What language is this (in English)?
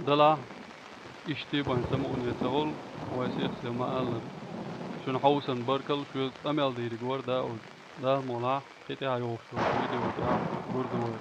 Chechen